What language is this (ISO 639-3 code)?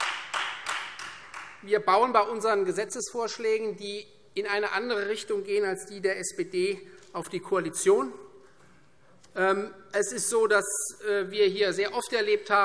deu